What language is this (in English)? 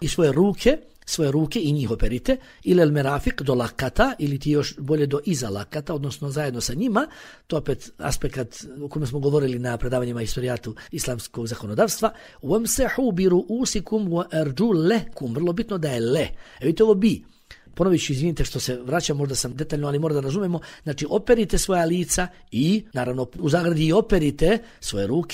Bosnian